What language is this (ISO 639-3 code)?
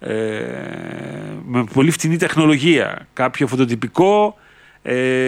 ell